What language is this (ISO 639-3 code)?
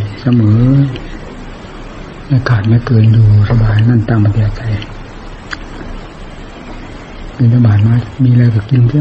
tha